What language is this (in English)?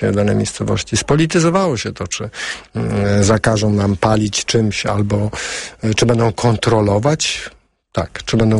Polish